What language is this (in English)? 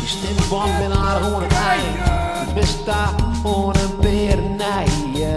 Western Frisian